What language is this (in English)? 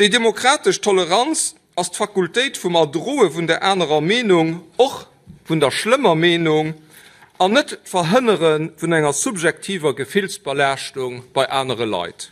Luxembourgish